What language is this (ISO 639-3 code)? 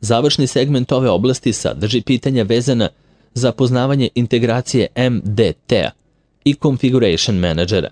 srp